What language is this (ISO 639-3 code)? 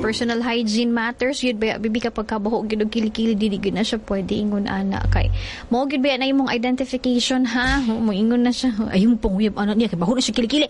ceb